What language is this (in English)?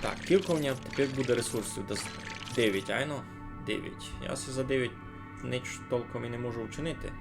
Rusyn